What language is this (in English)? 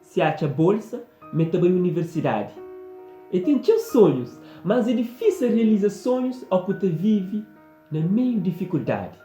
Kabuverdianu